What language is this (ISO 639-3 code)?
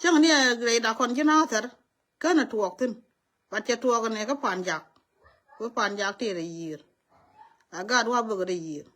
nus